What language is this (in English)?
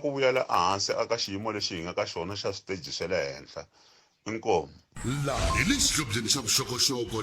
Tsonga